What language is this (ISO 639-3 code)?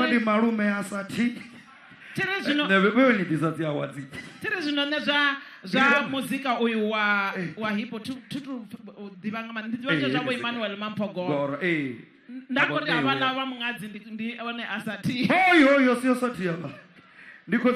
ven